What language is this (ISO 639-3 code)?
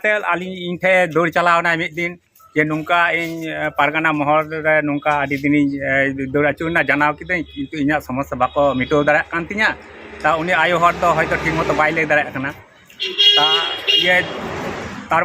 sat